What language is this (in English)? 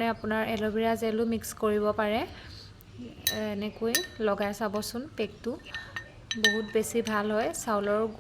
Assamese